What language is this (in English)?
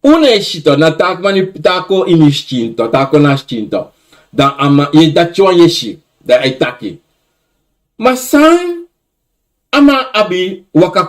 Sranan Tongo